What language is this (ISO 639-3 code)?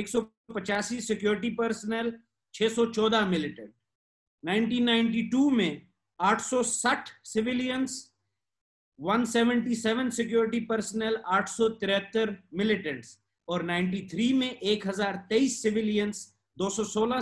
hin